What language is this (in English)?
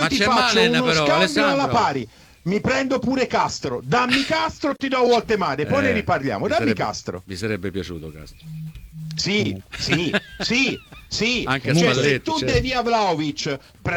Italian